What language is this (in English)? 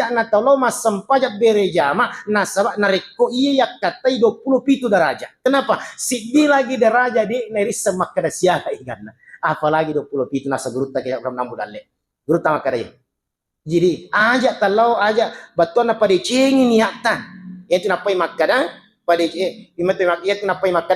Buginese